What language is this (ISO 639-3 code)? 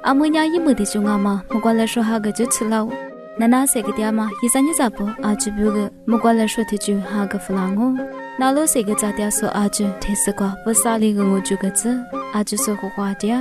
lis